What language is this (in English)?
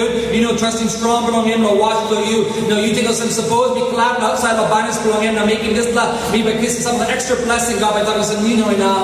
Tok Pisin